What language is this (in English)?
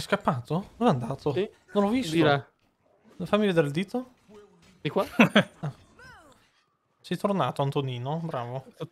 Italian